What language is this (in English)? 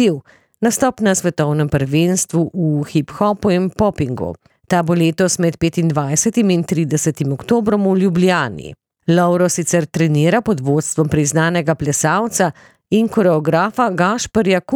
Slovenian